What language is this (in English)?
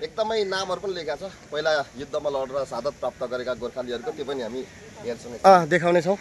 Nepali